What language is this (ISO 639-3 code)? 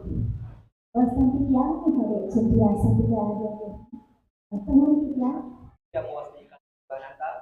ban